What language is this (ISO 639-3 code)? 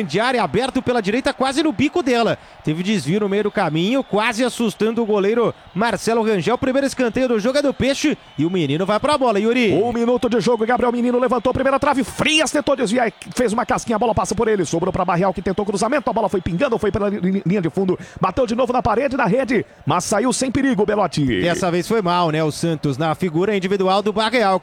por